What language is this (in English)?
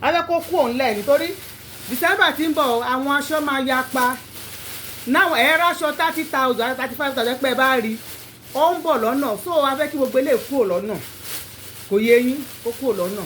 Yoruba